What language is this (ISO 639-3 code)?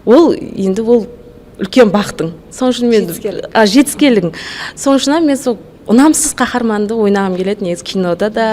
kaa